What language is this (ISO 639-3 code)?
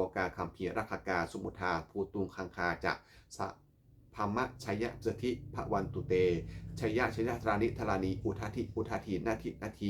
pli